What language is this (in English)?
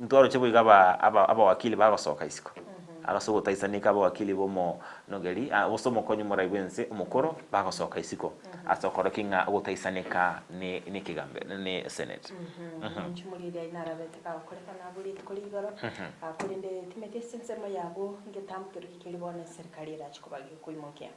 Gusii